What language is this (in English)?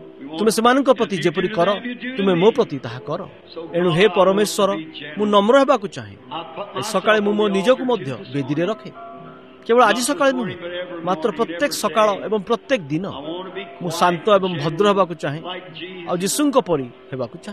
Odia